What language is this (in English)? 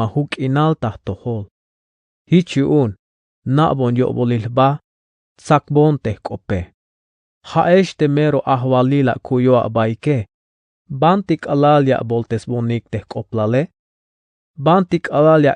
Tzeltal